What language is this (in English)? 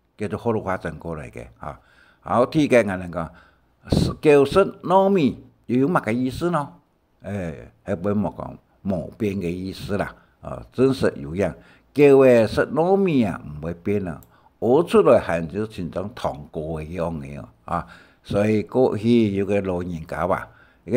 Hakka Chinese